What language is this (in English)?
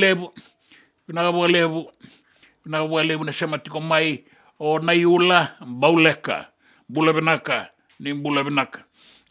Fijian